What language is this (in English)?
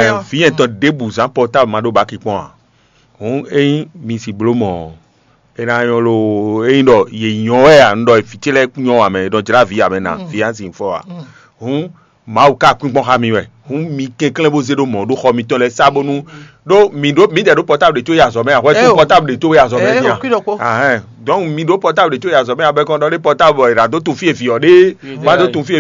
Fon